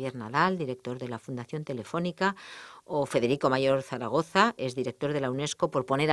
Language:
Spanish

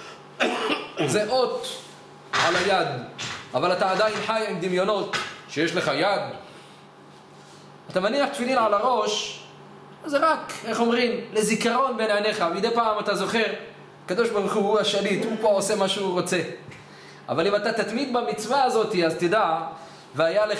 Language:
Hebrew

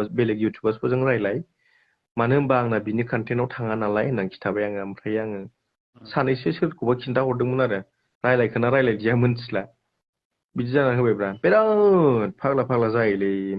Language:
Bodo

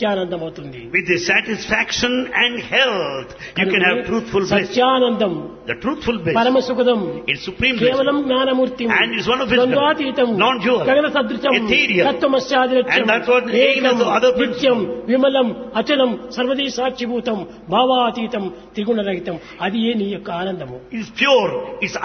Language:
Telugu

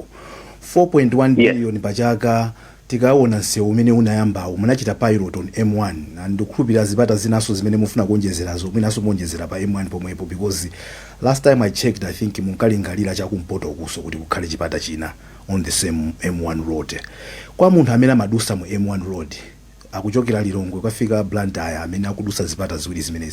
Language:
Nyanja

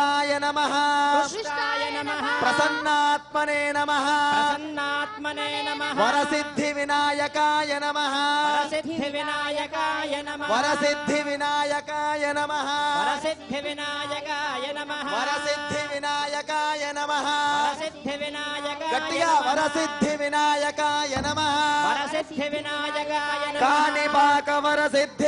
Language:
Telugu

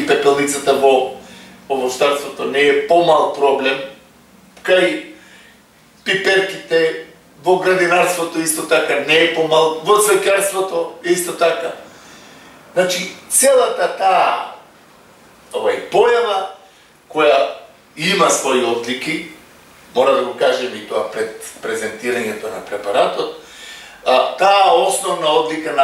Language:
Macedonian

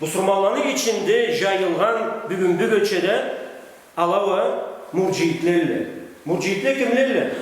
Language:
Karachay-Balkar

